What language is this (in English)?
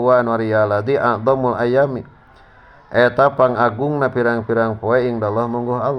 Sundanese